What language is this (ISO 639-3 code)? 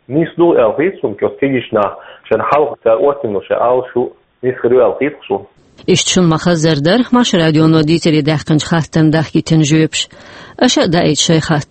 che